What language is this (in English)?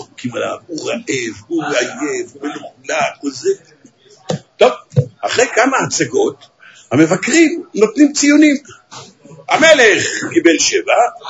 Hebrew